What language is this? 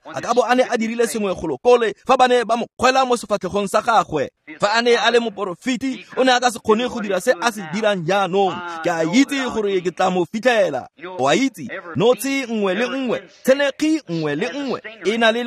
Tswana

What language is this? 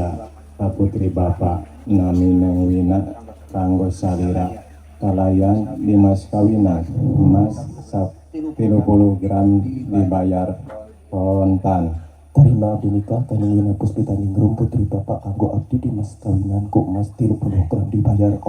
Sundanese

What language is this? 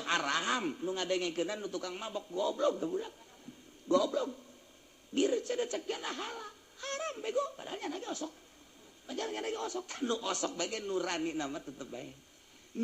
Sundanese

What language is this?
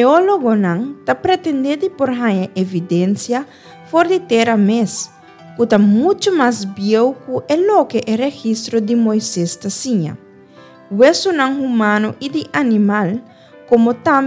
Papiamento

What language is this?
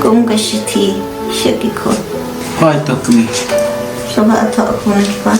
Khasi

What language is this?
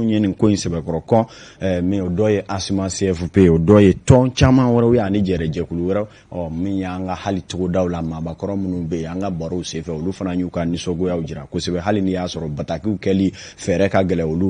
Bambara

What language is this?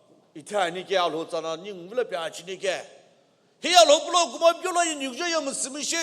Sumi Naga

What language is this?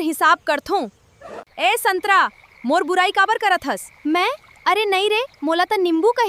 Chhattisgarhi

